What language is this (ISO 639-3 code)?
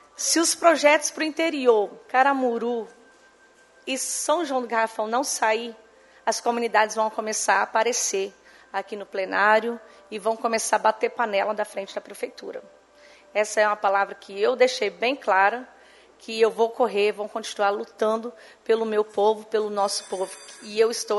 por